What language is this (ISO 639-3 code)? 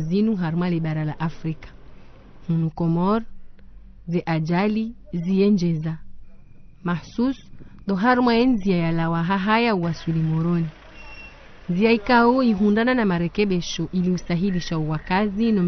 zdj